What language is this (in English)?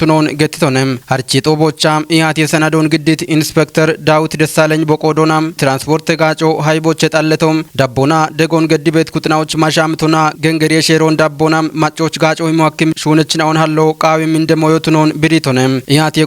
Kafa